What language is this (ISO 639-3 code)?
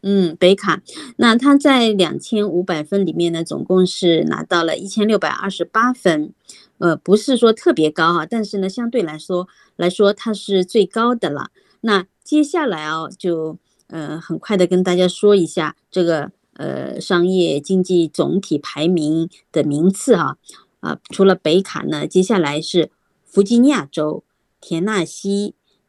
zho